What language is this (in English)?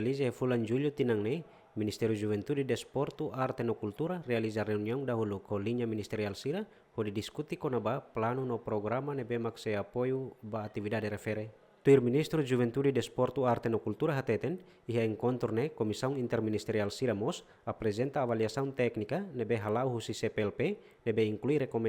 Tetum